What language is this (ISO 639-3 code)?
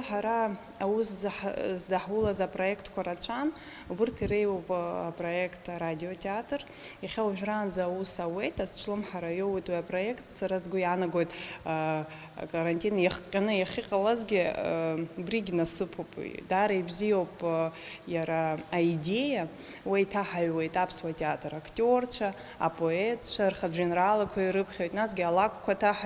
abk